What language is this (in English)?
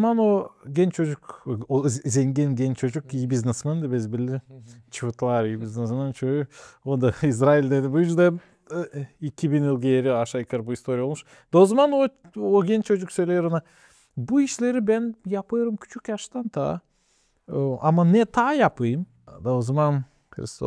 Gagauz